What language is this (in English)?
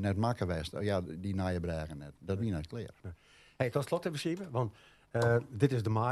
Western Frisian